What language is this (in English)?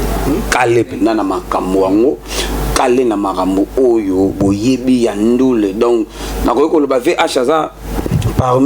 Lingala